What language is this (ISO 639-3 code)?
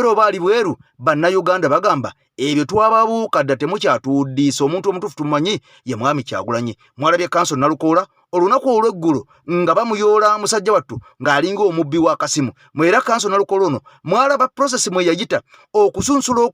lug